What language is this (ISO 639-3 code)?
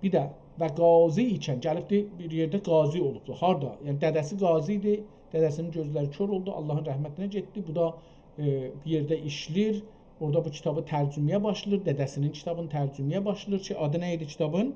azb